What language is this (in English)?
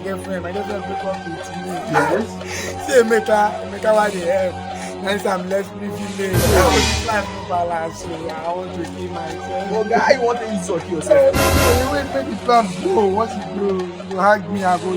Nigerian Pidgin